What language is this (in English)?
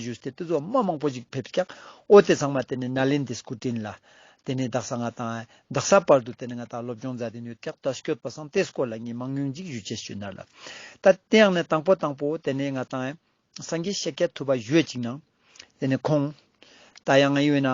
Ladakhi